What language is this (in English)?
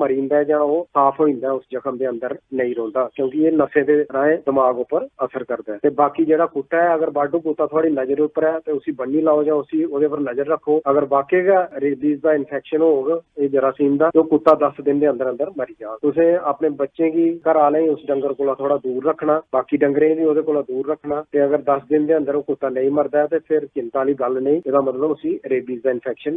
Dogri